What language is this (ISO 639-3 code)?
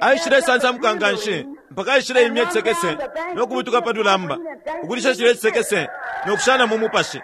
bem